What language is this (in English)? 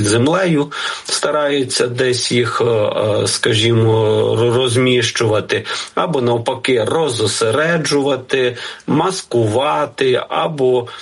Ukrainian